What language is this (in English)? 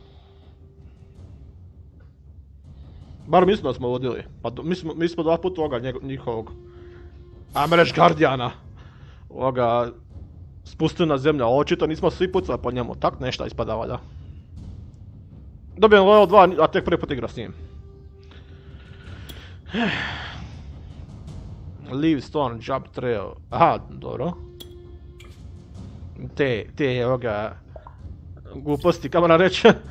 Croatian